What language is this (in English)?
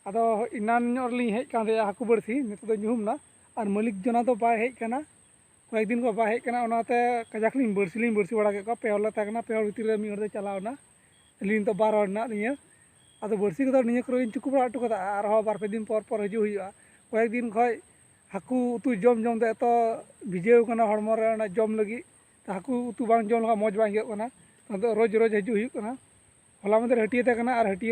Santali